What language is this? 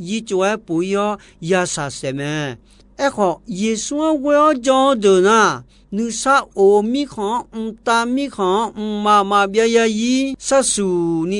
Akha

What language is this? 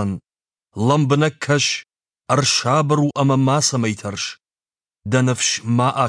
Ossetic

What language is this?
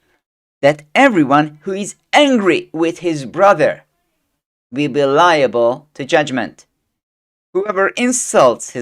English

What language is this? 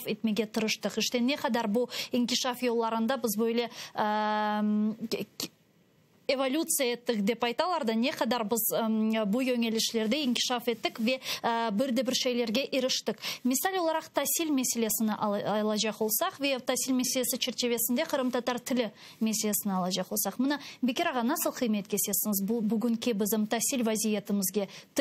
Crimean Tatar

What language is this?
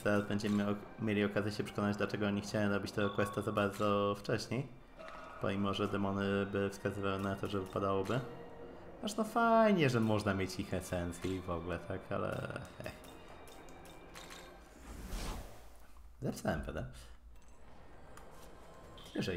Polish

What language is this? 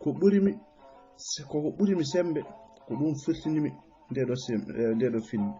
Fula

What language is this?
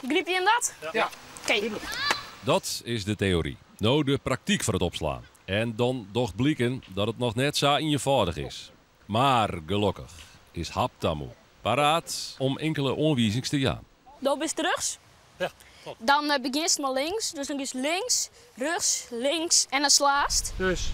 Western Frisian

